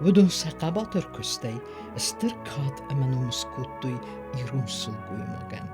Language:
Ossetic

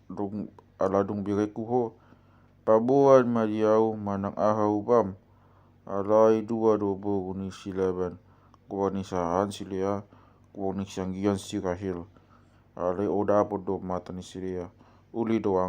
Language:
Batak Toba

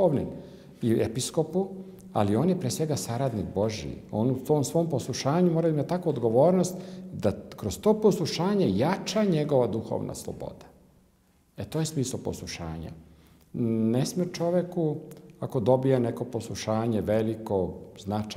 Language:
Serbian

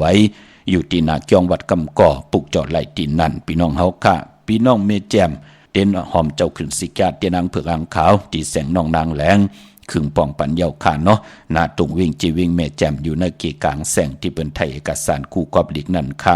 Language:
Shan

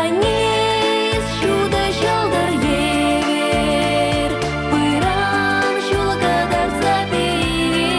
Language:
Chuvash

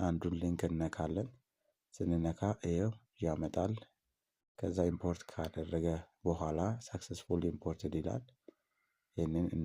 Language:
Amharic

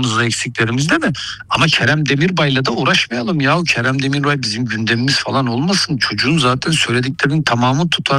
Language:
Turkish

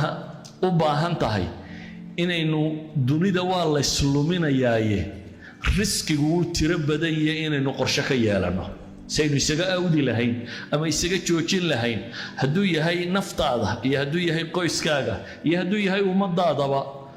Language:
Somali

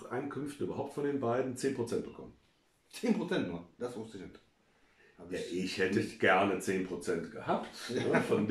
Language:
German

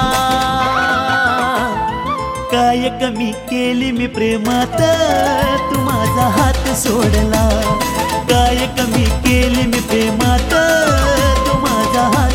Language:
Marathi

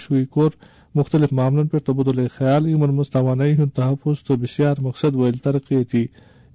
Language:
Kashmiri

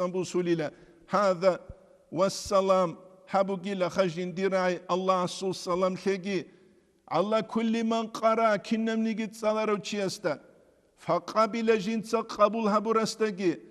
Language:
Avaric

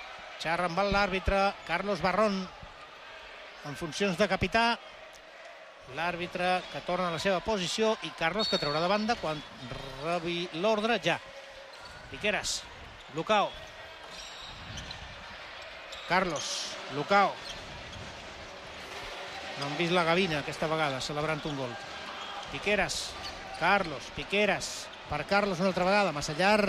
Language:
Catalan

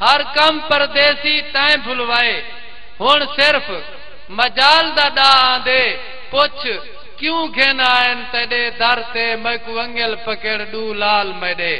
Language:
Saraiki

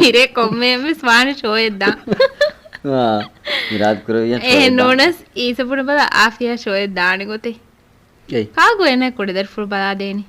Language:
Divehi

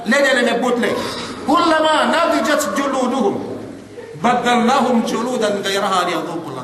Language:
Yakan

